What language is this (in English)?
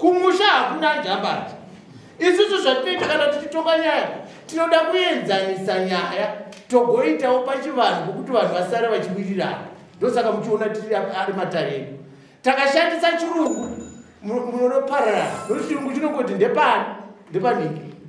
Shona